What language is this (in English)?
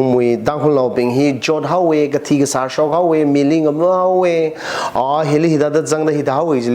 Tangkhul Naga (India)